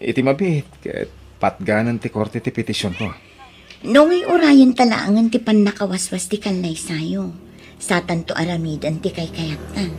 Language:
Iloko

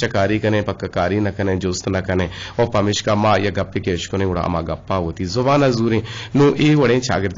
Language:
Eastern Balochi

